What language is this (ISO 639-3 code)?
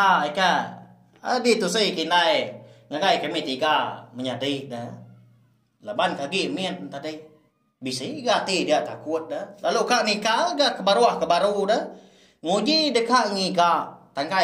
iba